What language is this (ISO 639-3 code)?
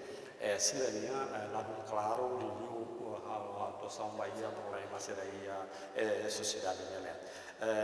tet